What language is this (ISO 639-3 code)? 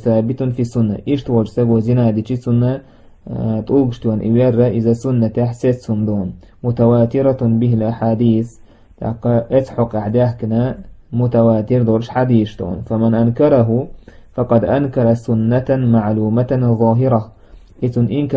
che